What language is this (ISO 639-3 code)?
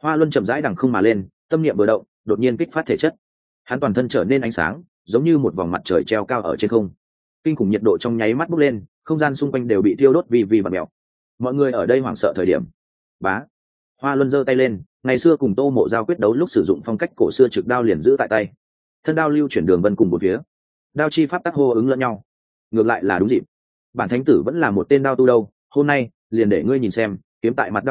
vie